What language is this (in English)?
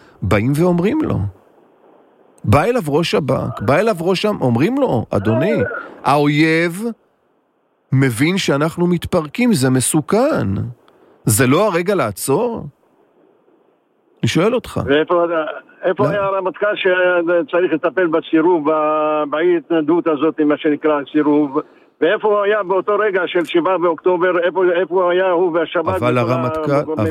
Hebrew